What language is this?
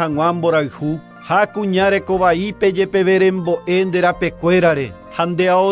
Guarani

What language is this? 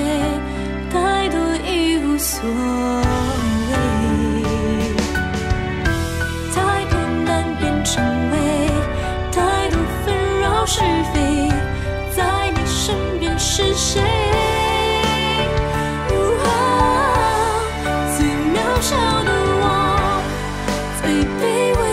Chinese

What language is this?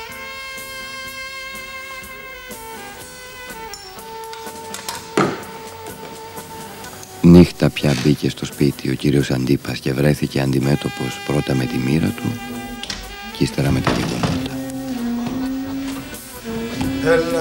Greek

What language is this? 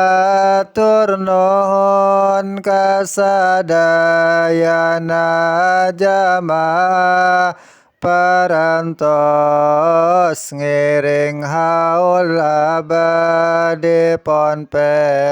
Sundanese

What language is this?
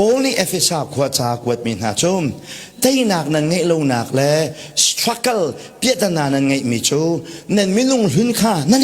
Hakha Chin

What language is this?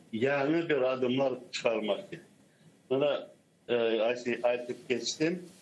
Crimean Tatar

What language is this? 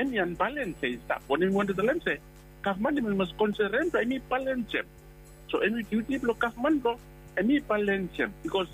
Bislama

